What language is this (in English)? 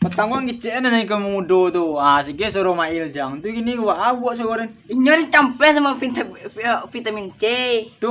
Minangkabau